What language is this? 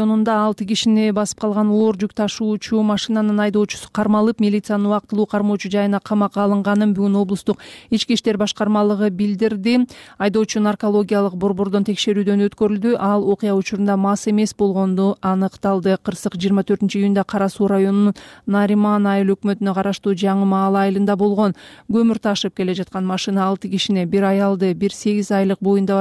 Kyrgyz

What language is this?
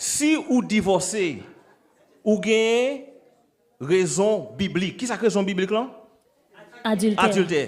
Haitian Creole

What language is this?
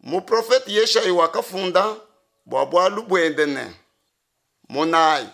Luba-Lulua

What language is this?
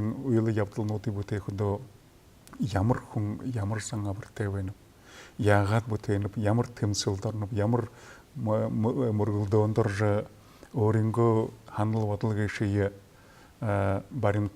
Buriat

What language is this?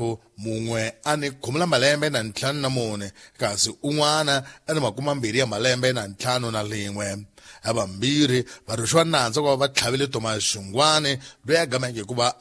Tsonga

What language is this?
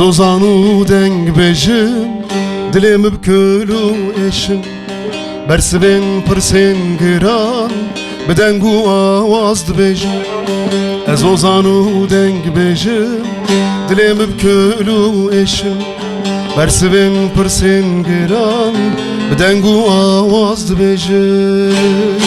Kurdish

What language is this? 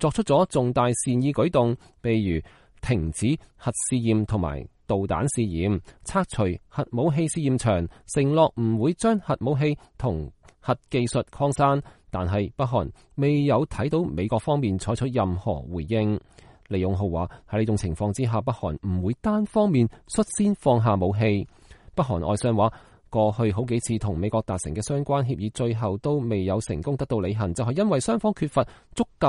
Cantonese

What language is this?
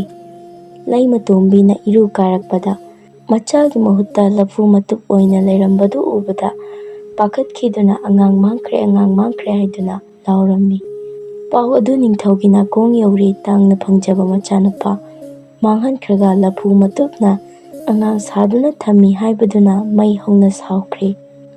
Manipuri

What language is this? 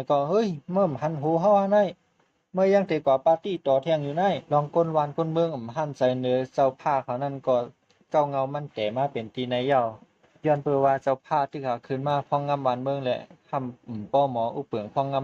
Shan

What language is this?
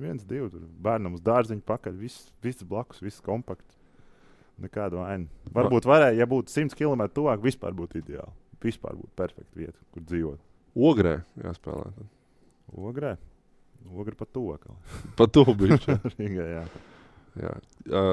Latvian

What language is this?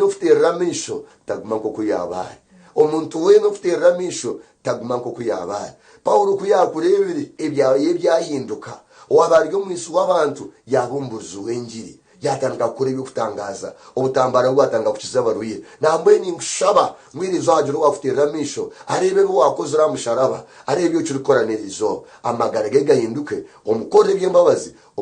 Nyankole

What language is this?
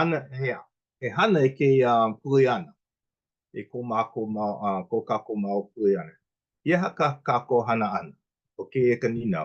Hawaiian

